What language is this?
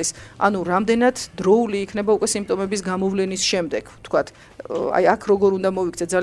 Georgian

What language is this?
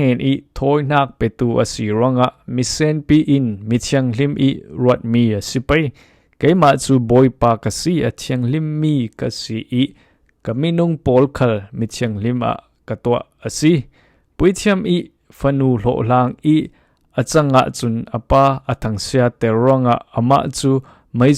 Falam Chin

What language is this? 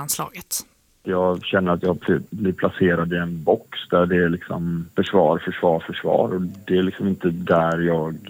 Swedish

